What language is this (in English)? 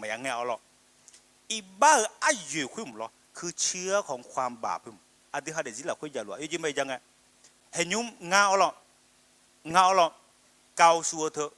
Akha